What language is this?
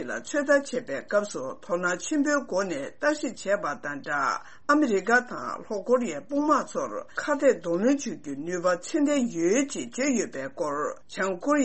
Tibetan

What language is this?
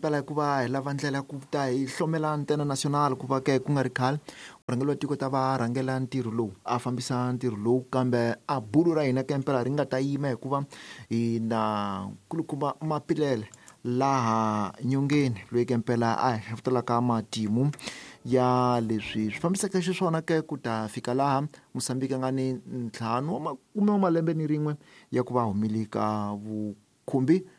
Tsonga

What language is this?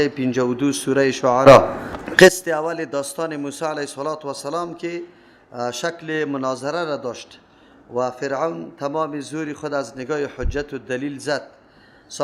Persian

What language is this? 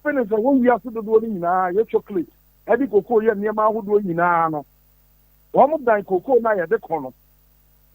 Akan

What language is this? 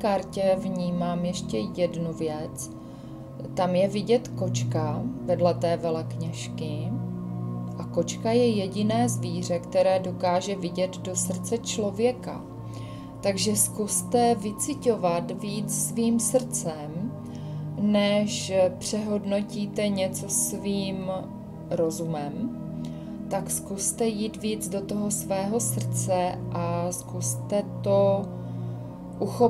Czech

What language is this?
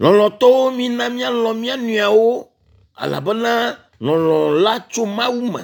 Ewe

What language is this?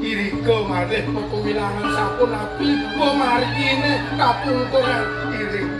Balinese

